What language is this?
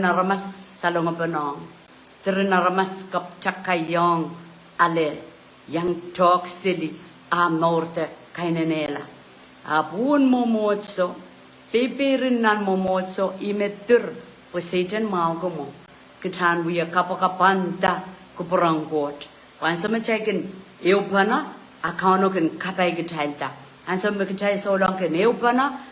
Pohnpeian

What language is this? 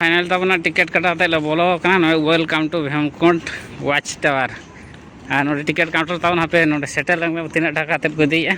Santali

